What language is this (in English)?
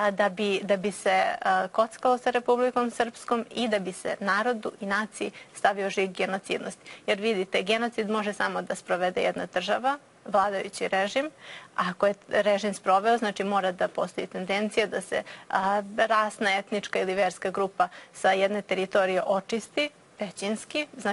Serbian